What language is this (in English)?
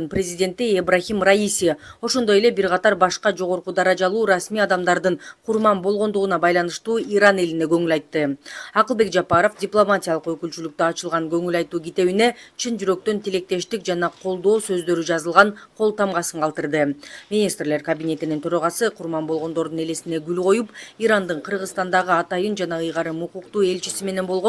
Kyrgyz